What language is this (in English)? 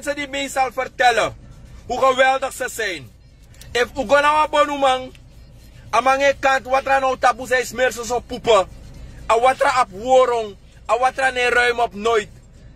Sranan Tongo